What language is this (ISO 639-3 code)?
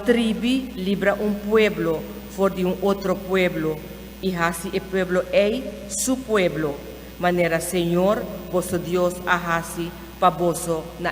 pap